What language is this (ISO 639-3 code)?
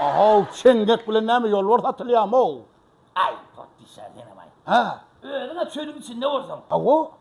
tuk